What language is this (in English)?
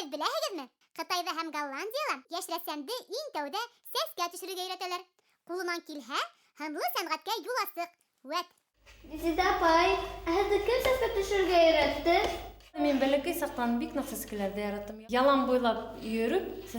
Bashkir